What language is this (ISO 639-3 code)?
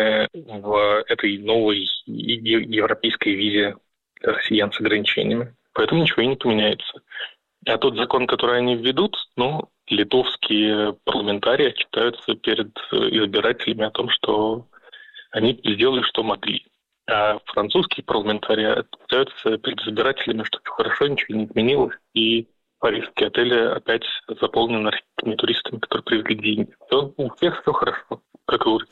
rus